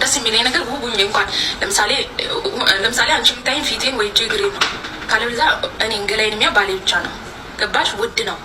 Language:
Amharic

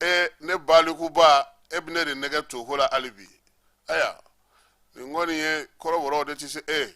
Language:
Bambara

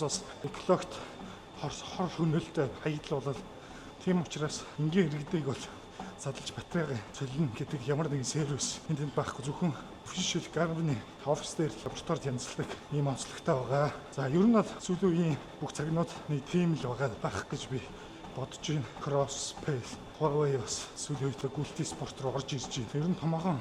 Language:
Mongolian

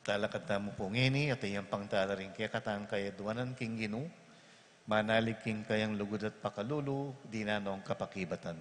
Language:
Pampanga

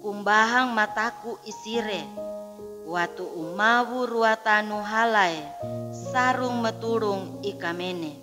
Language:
Sangir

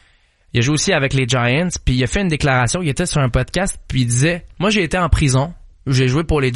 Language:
French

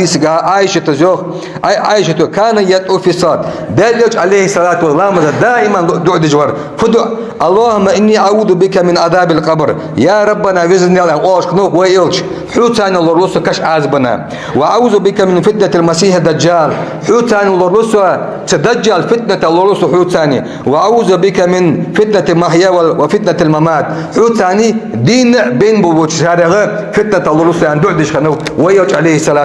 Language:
Ingush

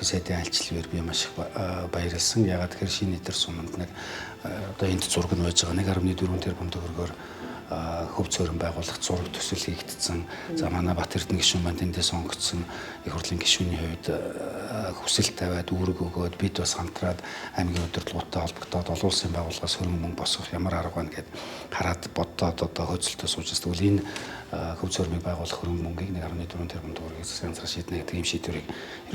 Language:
Mongolian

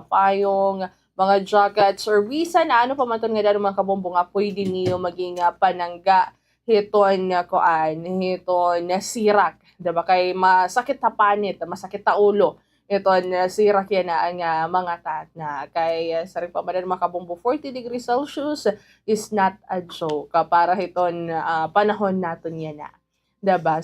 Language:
Waray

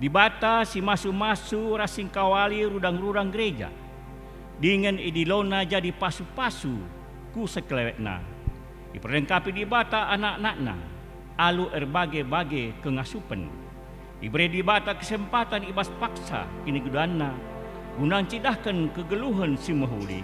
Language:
Batak Karo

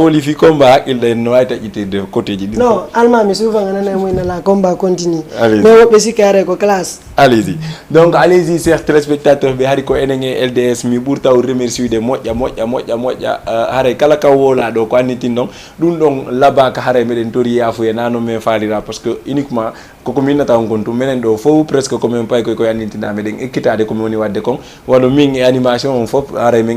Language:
Fula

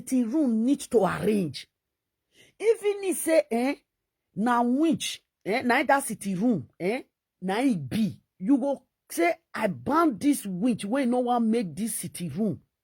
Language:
Nigerian Pidgin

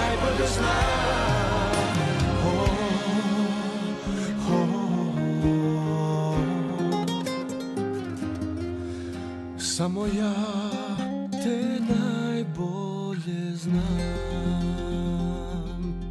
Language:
Croatian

